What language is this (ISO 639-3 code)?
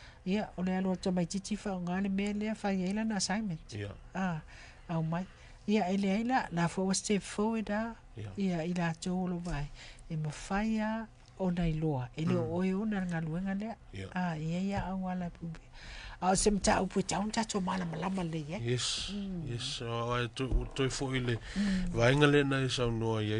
smo